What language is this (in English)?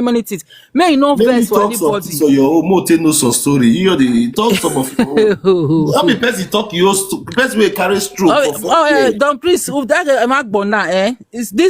Nigerian Pidgin